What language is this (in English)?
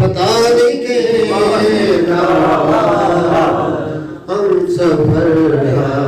Saraiki